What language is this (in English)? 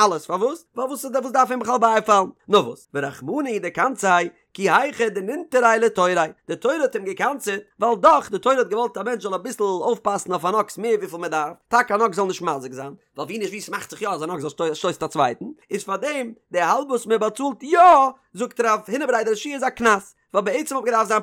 Yiddish